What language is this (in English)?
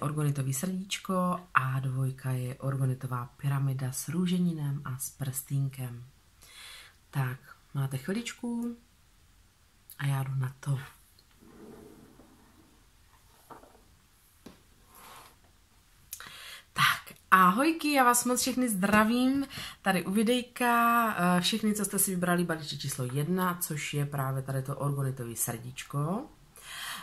Czech